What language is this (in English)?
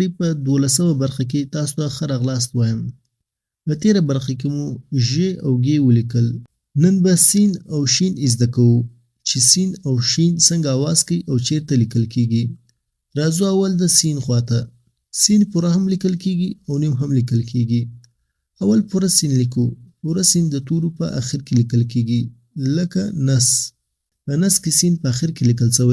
Pashto